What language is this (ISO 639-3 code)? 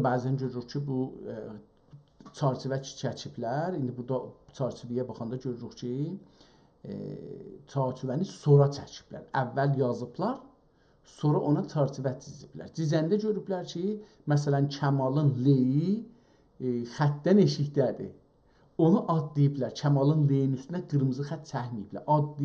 azb